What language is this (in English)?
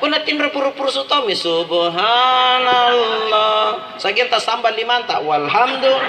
Makasar